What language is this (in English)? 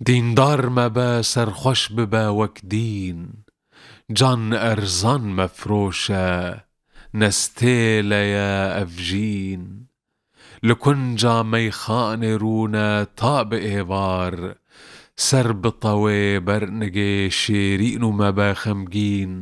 Kurdish